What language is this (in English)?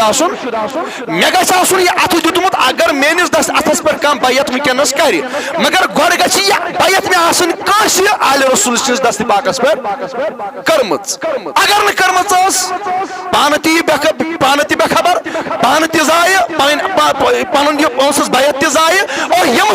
Kashmiri